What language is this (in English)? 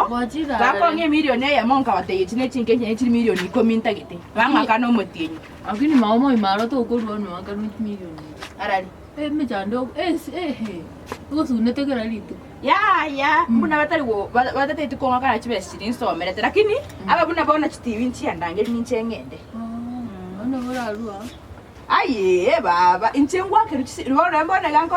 Gusii